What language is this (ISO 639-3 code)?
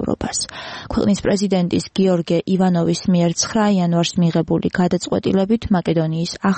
kat